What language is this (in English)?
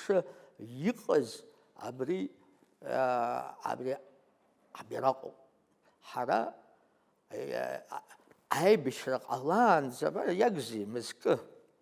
Abkhazian